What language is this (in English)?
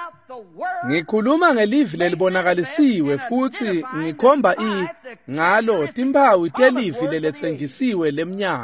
Swati